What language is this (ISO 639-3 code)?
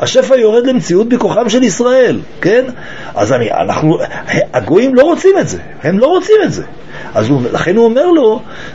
heb